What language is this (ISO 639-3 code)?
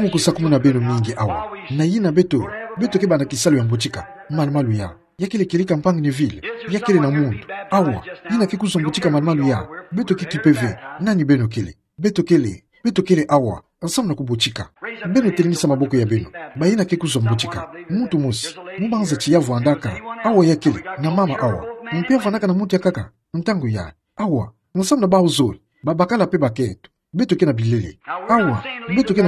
ktu